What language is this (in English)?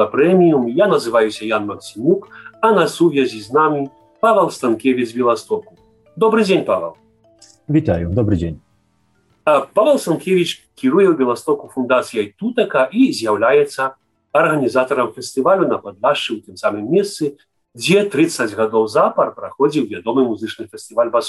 Belarusian